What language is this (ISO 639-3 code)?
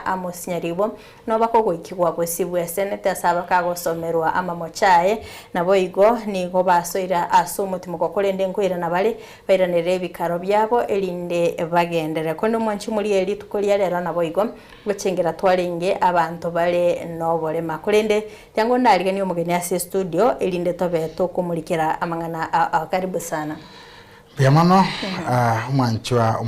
guz